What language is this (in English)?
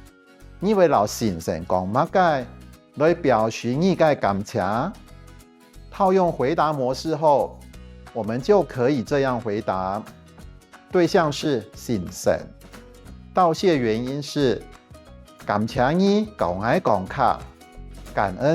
Hakka Chinese